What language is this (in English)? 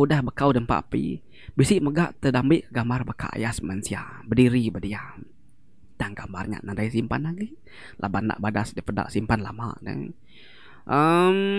Iban